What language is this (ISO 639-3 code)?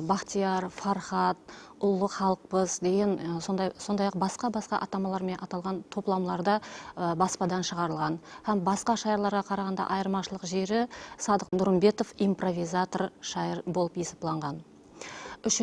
kaa